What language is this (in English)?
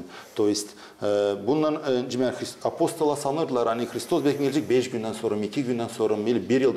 Gagauz